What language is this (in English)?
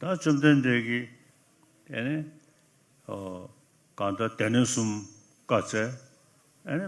Ladakhi